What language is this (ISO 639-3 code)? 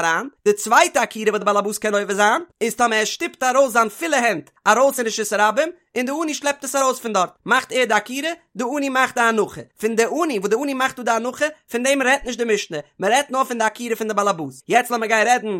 yid